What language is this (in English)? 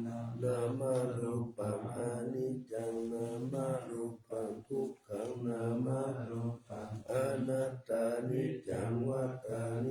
Pali